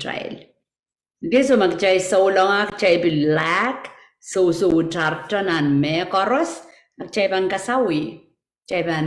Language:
Pohnpeian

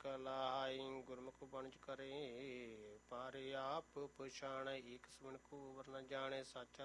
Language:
Punjabi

